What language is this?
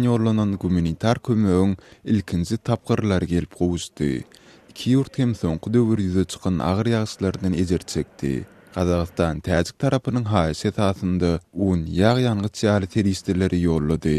Turkmen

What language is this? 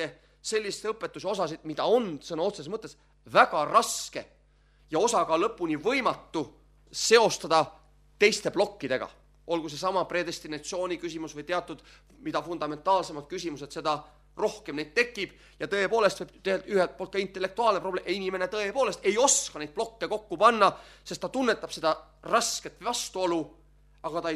Estonian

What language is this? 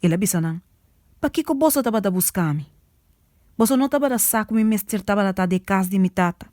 Papiamento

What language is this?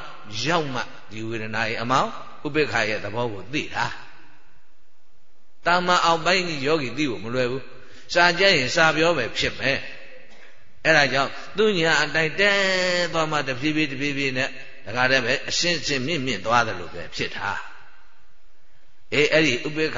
Burmese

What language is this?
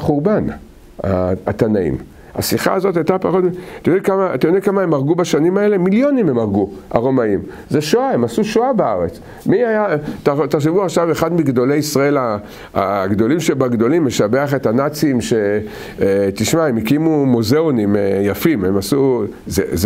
Hebrew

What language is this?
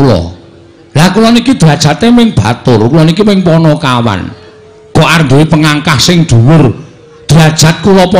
Javanese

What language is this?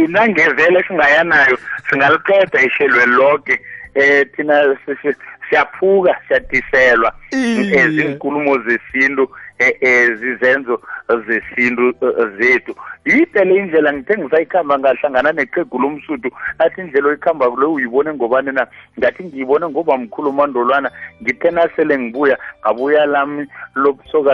South Ndebele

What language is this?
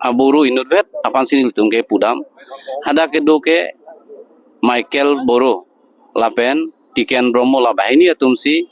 Karbi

